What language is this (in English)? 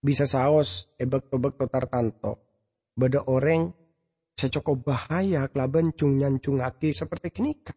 Madurese